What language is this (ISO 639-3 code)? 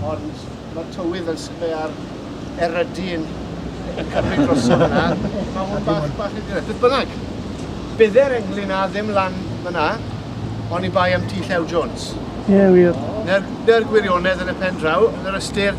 cym